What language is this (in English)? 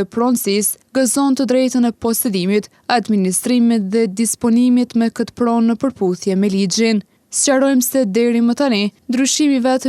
Albanian